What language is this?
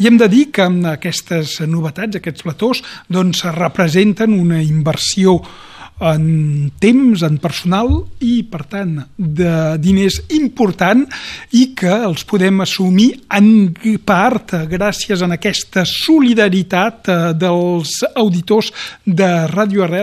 Catalan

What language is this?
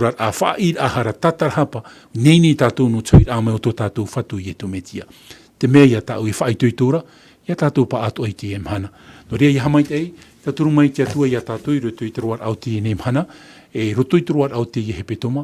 Tahitian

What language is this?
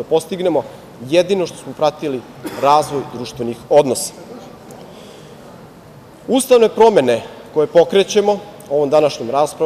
Serbian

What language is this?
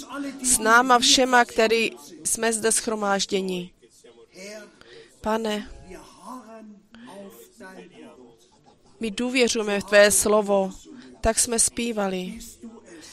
Czech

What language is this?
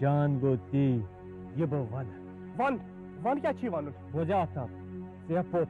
Kashmiri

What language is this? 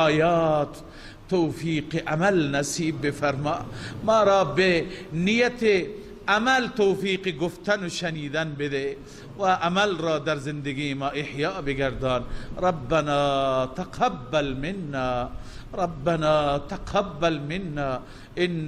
Persian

